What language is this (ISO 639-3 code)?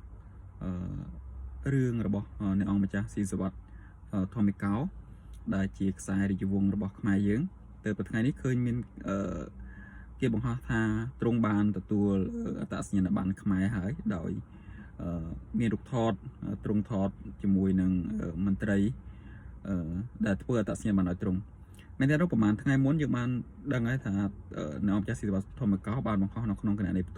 khm